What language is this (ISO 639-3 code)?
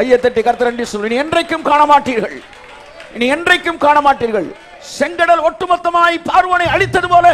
tam